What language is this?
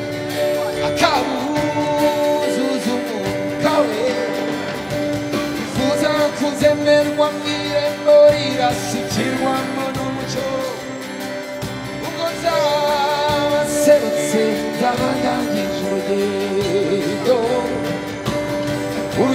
Kinyarwanda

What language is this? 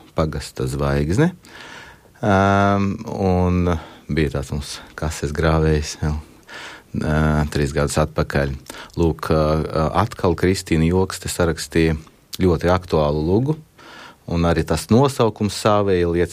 Latvian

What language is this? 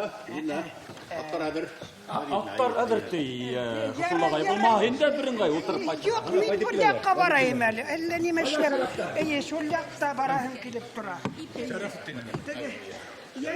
Bashkir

